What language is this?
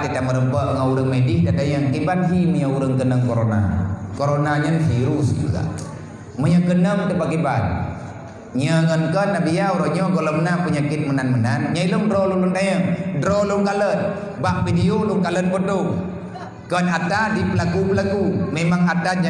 Achinese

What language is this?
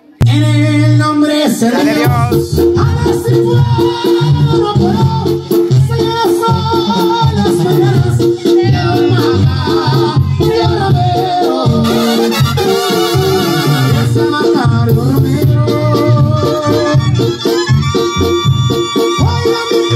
Spanish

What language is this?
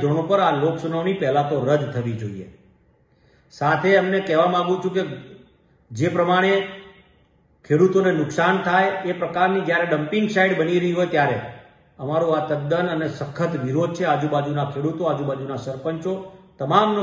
Gujarati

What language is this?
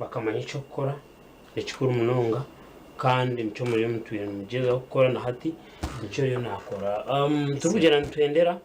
Nyankole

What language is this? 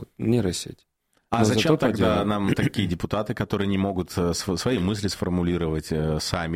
Russian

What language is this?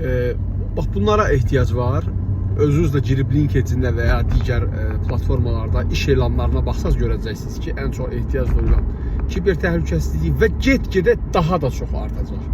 Azerbaijani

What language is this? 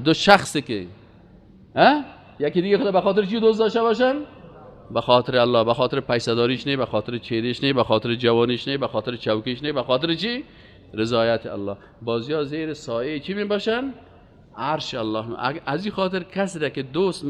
Persian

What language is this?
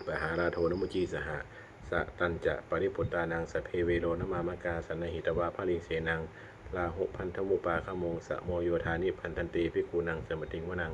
Pali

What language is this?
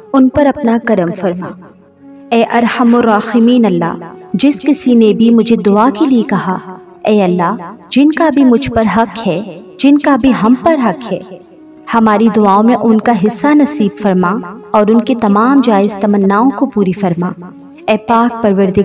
Urdu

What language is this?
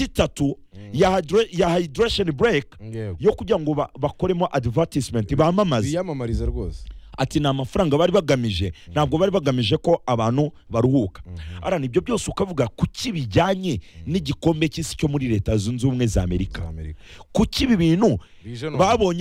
Kinyarwanda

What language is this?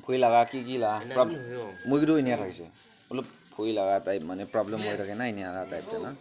Naga Pidgin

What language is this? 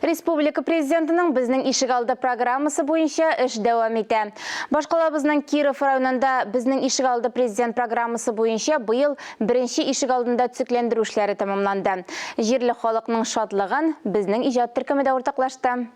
Tatar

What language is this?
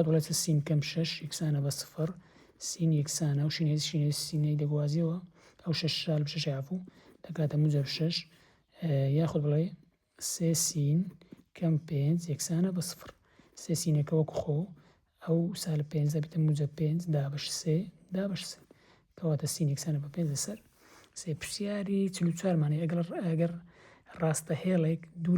Central Kurdish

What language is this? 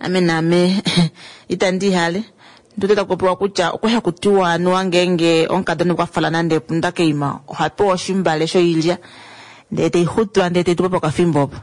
Kuanyama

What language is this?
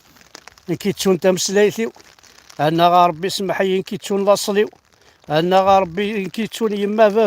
Kabyle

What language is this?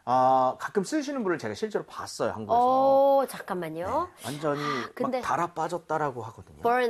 Korean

